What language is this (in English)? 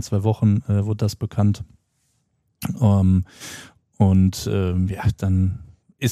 German